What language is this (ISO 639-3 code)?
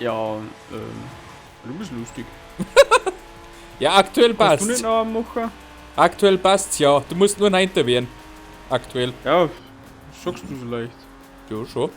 bar